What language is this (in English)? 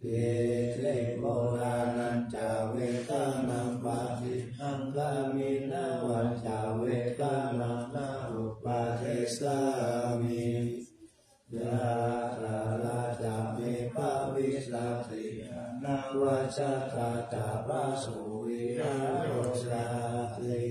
Pali